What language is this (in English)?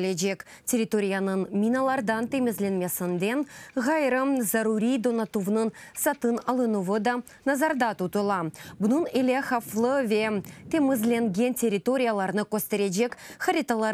Crimean Tatar